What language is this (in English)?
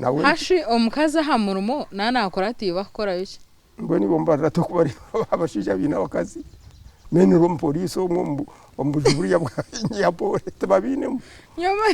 Nyankole